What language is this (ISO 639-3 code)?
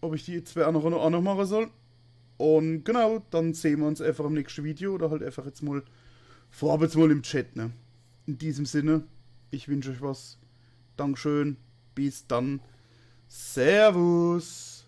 pfl